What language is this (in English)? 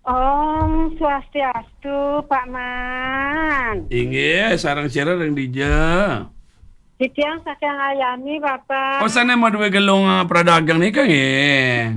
Balinese